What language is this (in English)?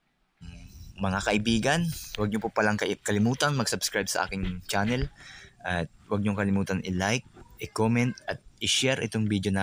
Filipino